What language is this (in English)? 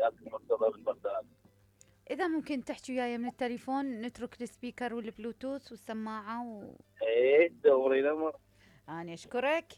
Mesopotamian Arabic